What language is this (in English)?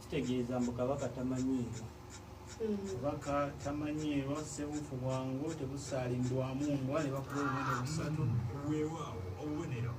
Ganda